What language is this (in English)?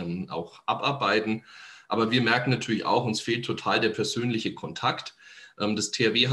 German